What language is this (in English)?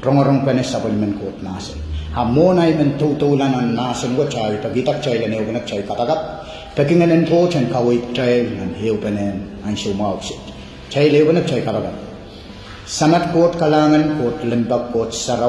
Pohnpeian